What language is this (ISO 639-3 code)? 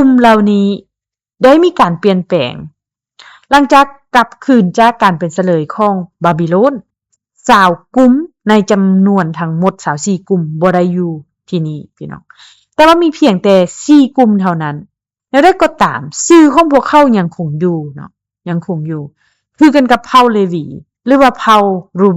lao